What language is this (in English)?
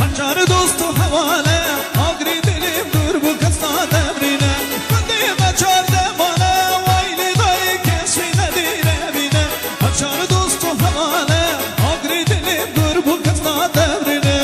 Kurdish